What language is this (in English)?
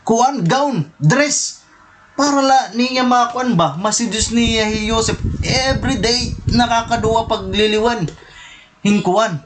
Waray